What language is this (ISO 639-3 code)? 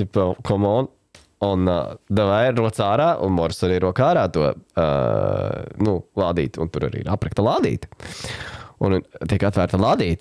lav